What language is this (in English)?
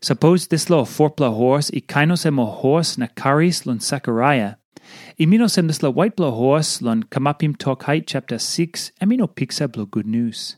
Tok Pisin